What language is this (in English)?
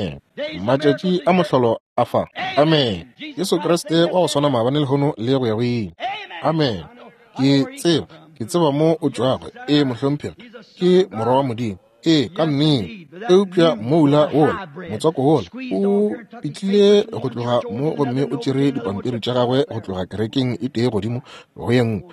Northern Sotho